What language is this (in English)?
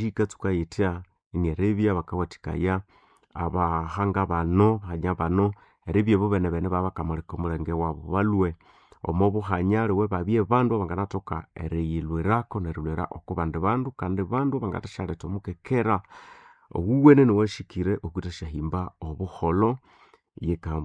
Nande